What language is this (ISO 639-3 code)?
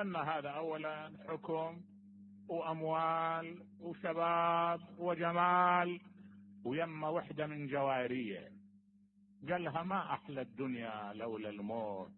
acm